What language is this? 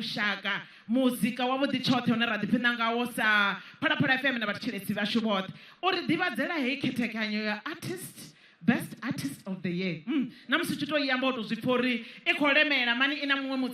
Venda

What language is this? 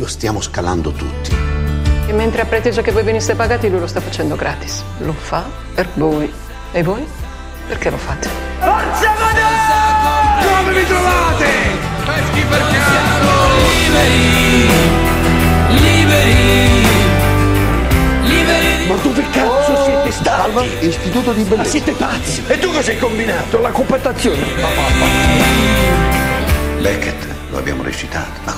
Italian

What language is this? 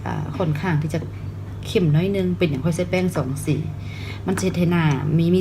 Lao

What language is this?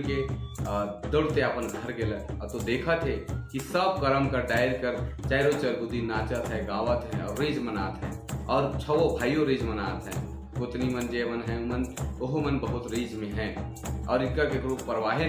Sadri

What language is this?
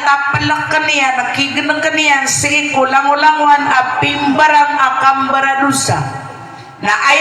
Maranao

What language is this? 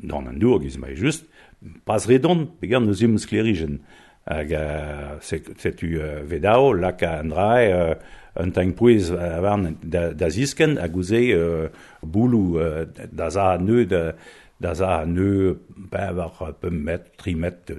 Breton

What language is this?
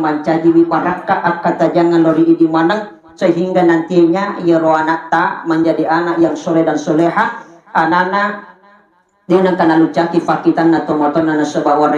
Buginese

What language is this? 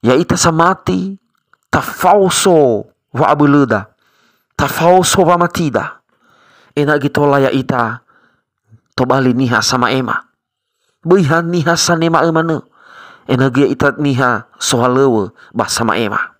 Nias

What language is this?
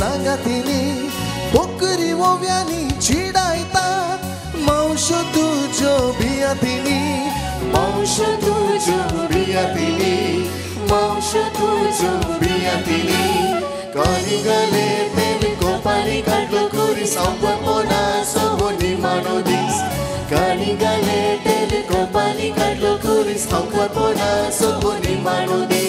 Konkani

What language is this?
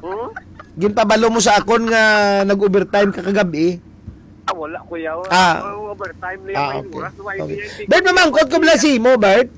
Hiligaynon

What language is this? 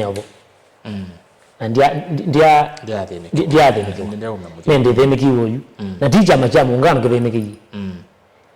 Kamba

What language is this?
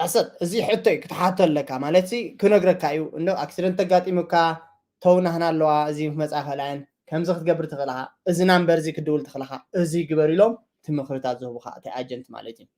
Tigrinya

